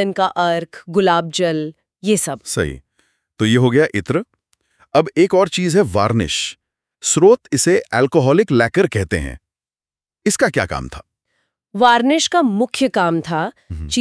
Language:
Hindi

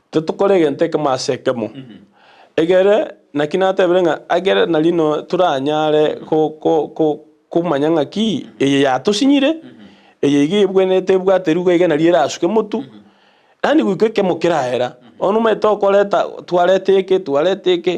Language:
Gusii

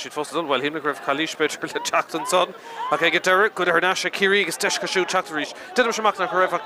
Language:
Irish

